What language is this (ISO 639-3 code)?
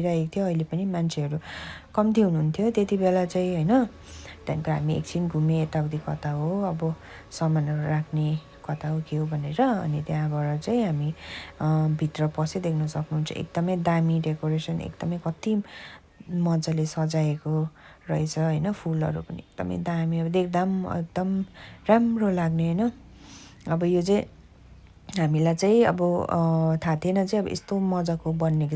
nep